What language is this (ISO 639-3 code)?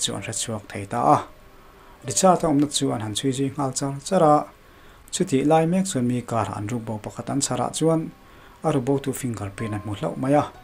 lus